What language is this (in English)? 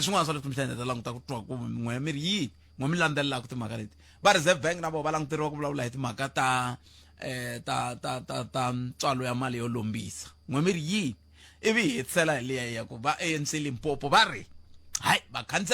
Tsonga